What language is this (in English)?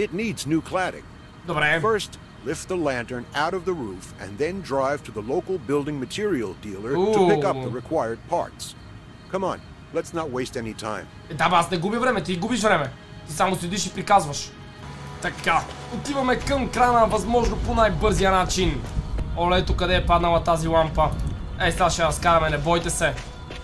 Bulgarian